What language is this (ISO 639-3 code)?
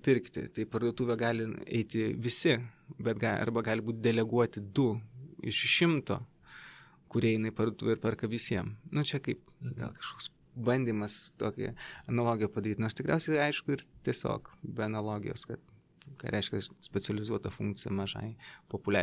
lit